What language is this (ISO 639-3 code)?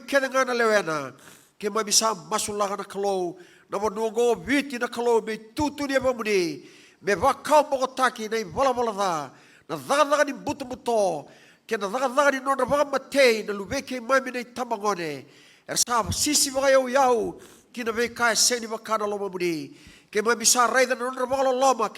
fij